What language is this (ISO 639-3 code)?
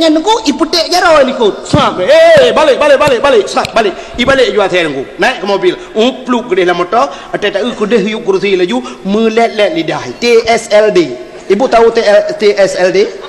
ace